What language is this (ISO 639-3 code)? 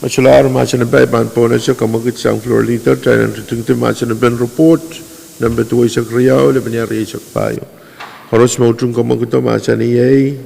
pon